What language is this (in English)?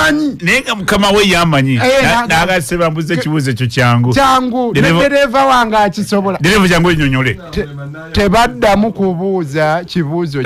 Ganda